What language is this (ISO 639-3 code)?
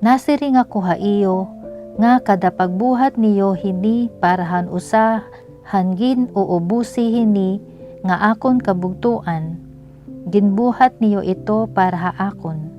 war